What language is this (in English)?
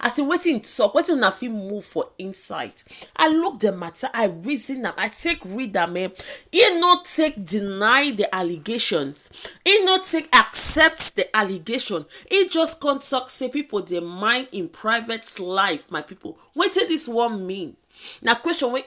Nigerian Pidgin